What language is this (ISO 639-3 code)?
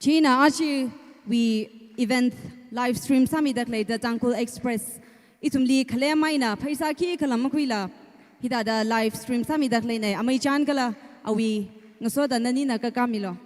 nmf